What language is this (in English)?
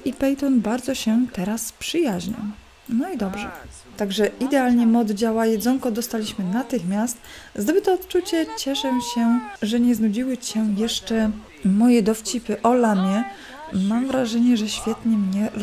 Polish